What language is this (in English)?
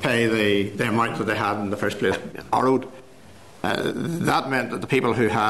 English